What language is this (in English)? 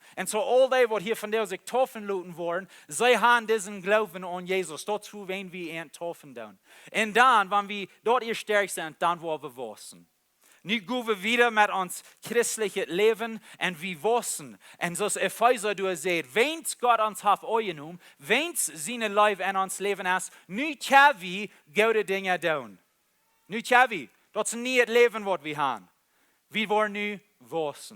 Plautdietsch